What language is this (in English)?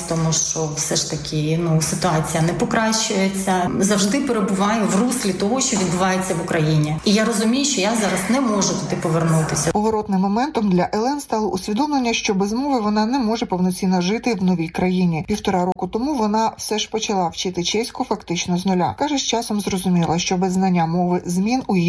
Ukrainian